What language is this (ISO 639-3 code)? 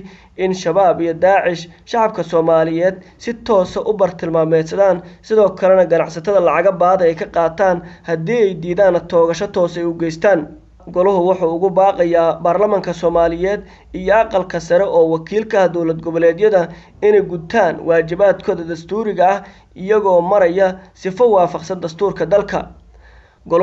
som